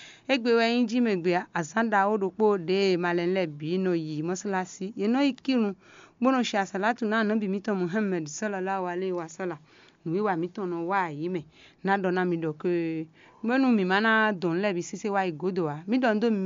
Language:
Fon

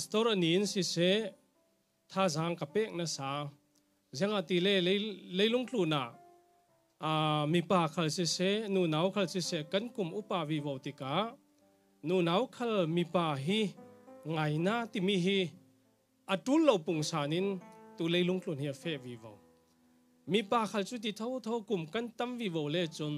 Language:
Falam Chin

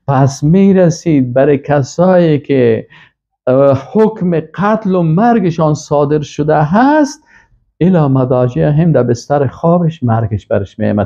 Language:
Persian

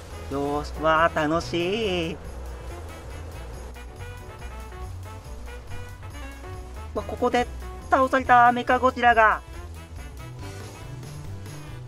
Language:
Japanese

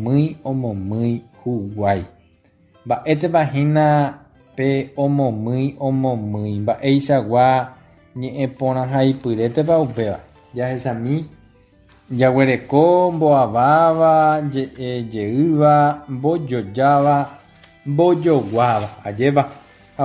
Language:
Guarani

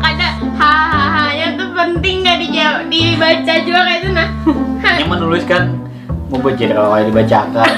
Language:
Banjar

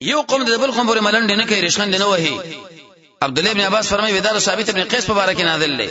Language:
Pashto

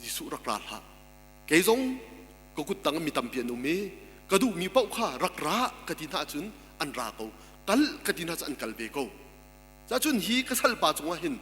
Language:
Hakha Chin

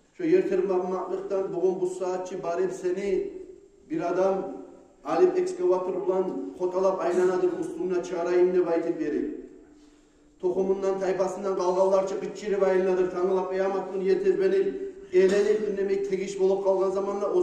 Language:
Kumyk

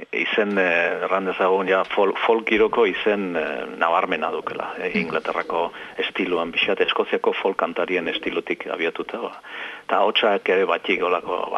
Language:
Basque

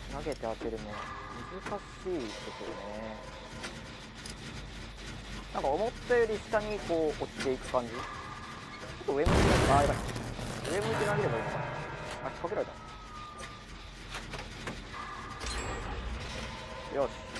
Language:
Japanese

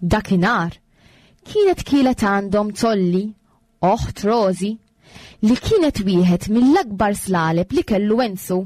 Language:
Maltese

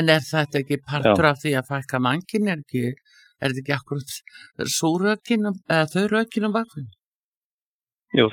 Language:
Icelandic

